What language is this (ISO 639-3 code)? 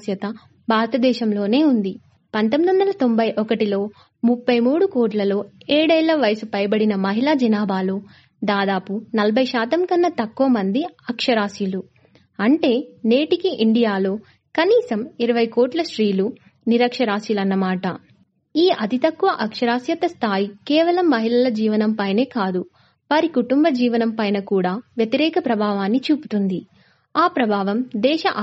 tel